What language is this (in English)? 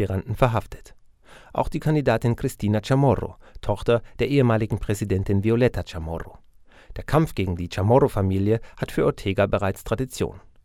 German